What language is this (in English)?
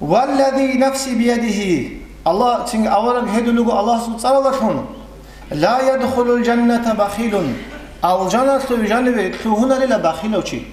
Avaric